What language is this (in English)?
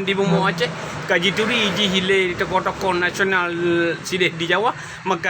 Achinese